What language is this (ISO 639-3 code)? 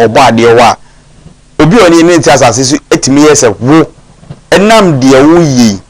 aka